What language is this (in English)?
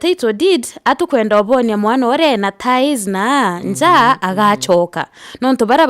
Meru